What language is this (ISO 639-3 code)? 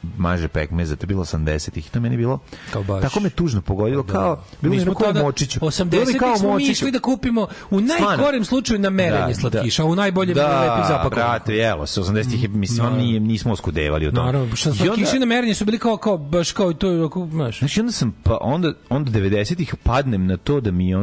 srp